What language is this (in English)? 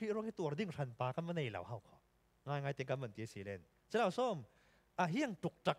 Falam Chin